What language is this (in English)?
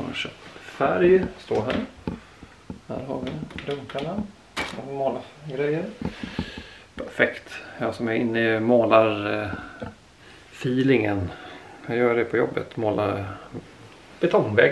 Swedish